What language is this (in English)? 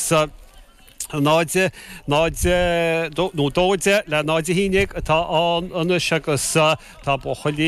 Irish